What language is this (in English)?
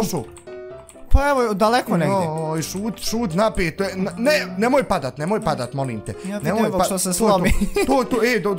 Bosnian